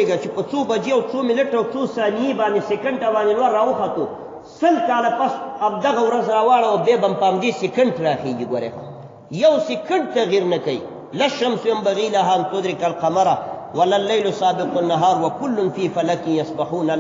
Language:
Pashto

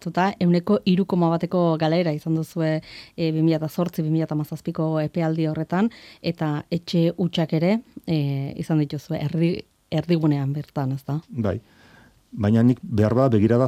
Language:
Basque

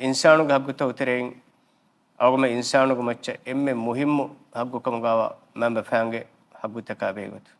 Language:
Divehi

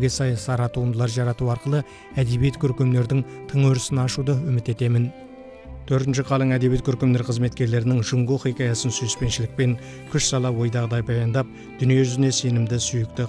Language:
Kazakh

